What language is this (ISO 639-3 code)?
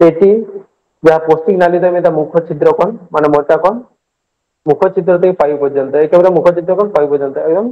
sat